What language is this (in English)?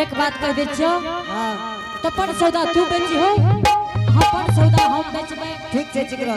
Angika